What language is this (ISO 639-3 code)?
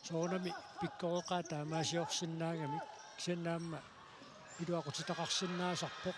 kal